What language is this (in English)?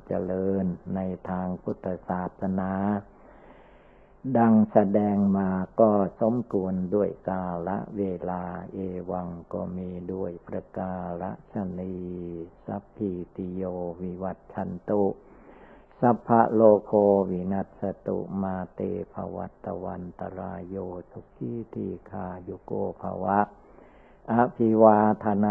Thai